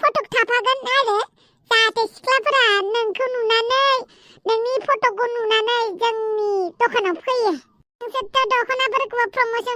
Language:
Bodo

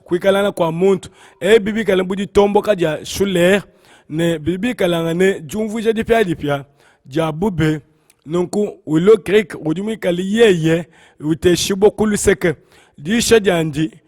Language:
Luba-Lulua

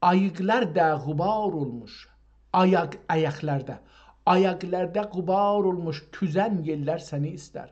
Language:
South Azerbaijani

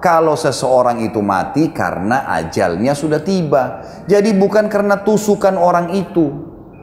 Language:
Indonesian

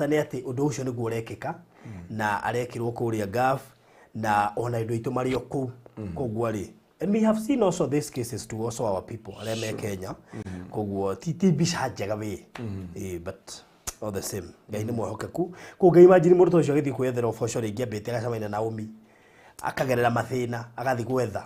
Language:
Kikuyu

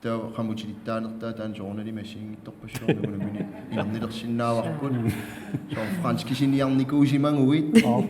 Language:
Kalaallisut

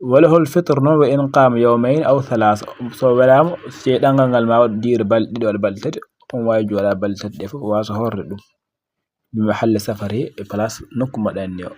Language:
Fula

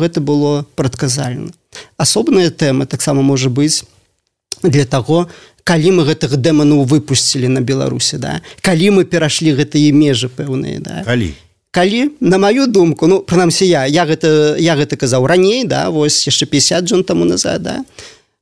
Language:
Belarusian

